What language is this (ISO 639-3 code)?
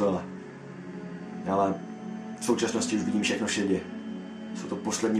ces